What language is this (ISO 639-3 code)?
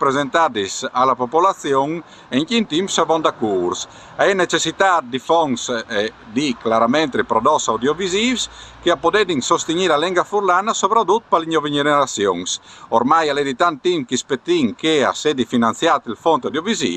fur